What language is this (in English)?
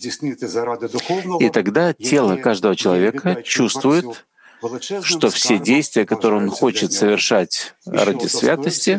Russian